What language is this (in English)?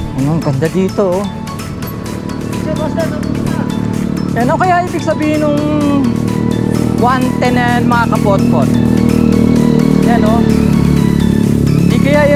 Filipino